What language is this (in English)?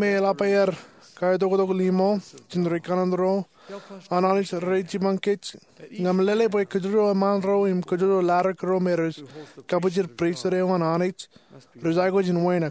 Marshallese